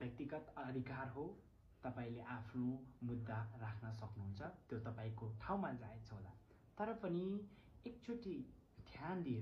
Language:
Nepali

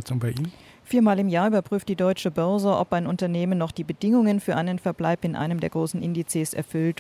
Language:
German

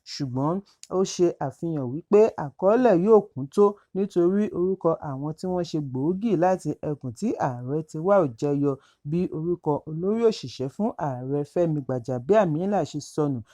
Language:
Yoruba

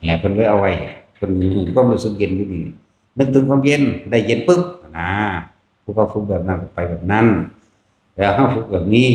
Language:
Northeastern Thai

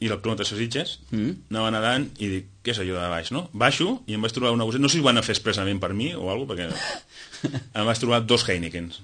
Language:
Catalan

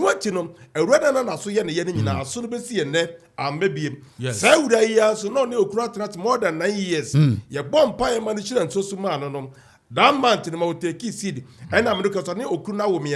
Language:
Akan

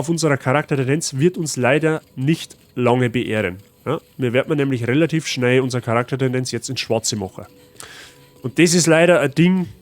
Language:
Bavarian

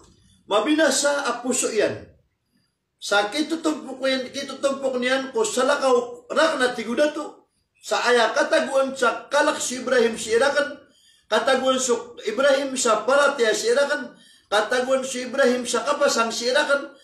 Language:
Maranao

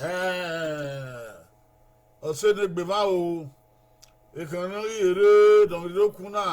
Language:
Bini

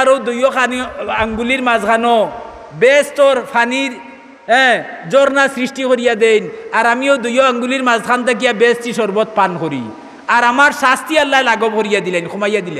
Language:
Sylheti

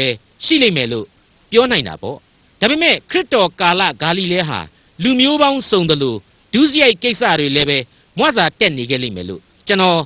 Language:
Burmese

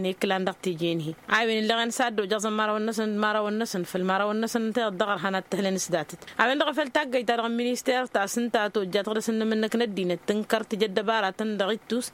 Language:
Tamasheq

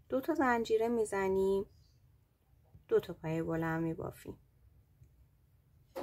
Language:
Persian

